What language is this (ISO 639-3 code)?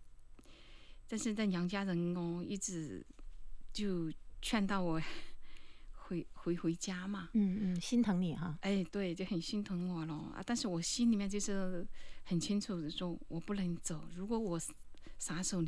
zho